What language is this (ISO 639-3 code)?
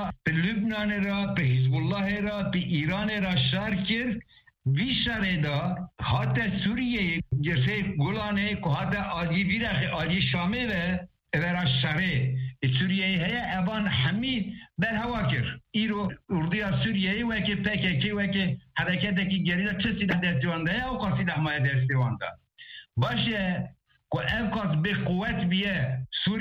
kur